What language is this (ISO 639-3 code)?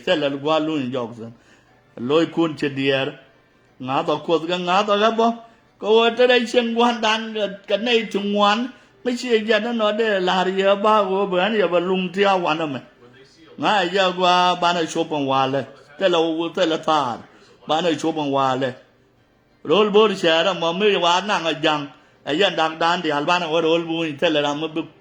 nus